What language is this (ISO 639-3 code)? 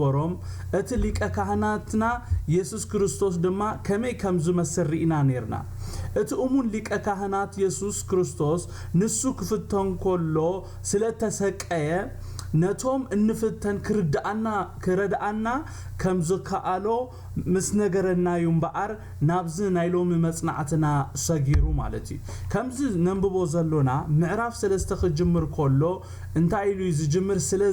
tir